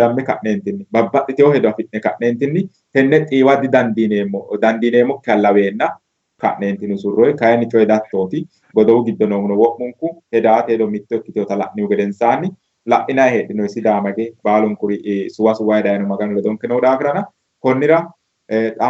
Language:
Sidamo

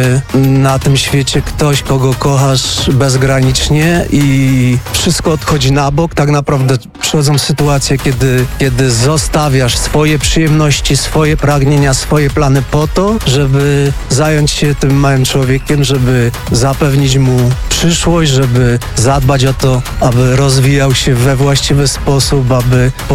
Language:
Polish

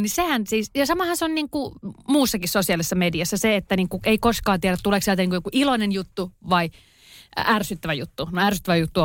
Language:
Finnish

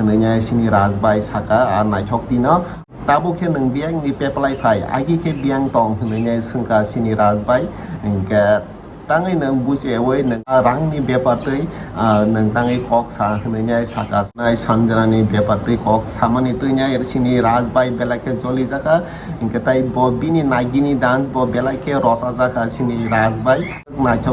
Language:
Kok Borok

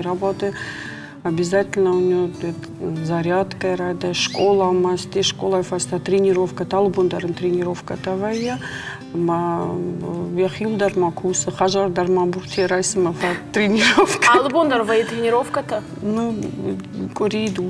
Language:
Ossetic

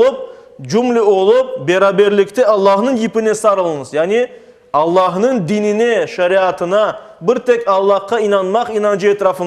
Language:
Crimean Tatar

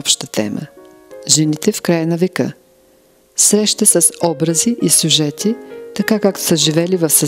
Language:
Bulgarian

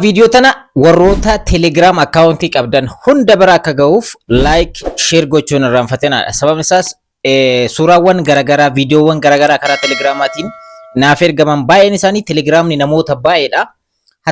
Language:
Oromo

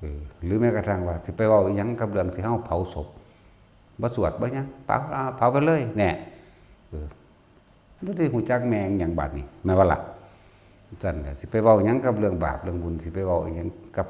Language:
Northeastern Thai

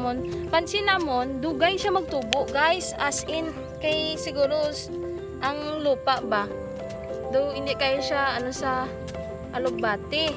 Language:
Hiligaynon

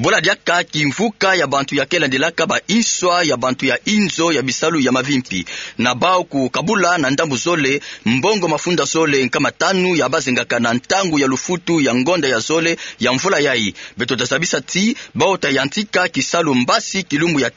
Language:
Kituba (Democratic Republic of Congo)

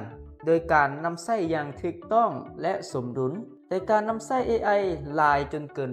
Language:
Lao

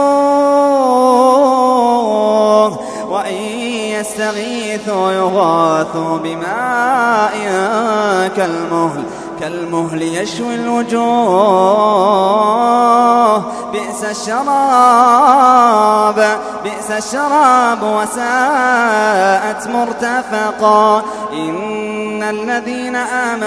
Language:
Arabic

